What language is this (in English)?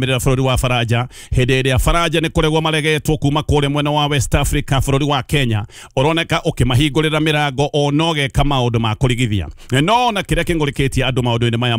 Kikuyu